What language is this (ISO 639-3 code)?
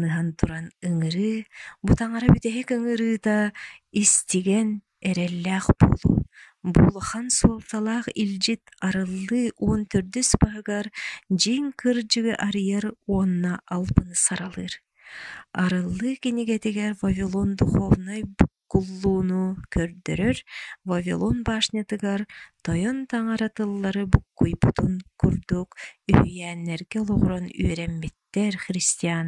sah